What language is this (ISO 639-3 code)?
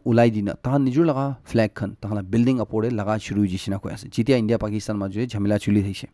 nag